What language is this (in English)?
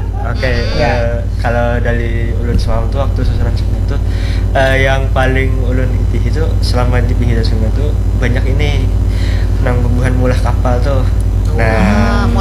Banjar